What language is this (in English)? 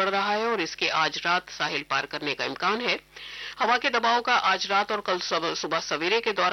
Urdu